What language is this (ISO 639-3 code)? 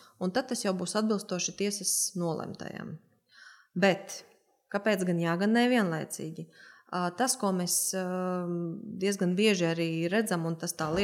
lav